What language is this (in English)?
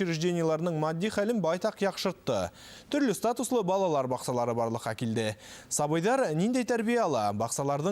Bashkir